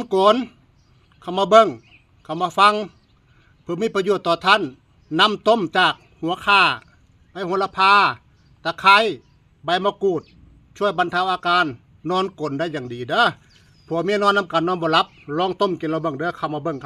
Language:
Northeastern Thai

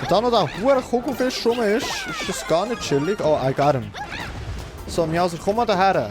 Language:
Swiss German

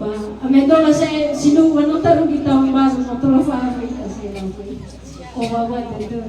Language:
Nias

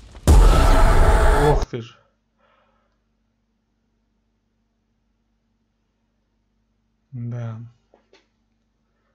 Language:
Russian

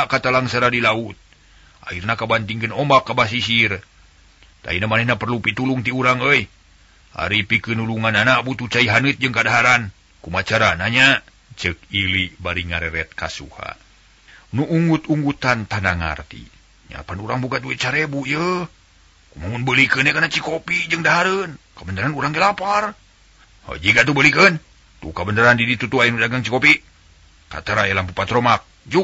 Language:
Sundanese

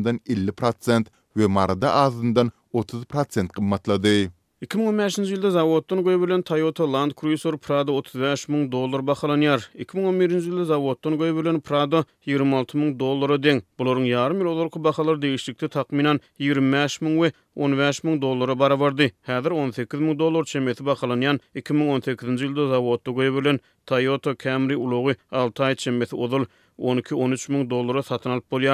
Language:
Turkmen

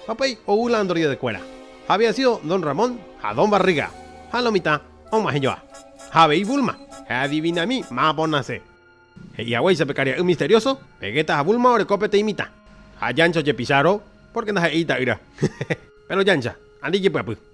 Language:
Guarani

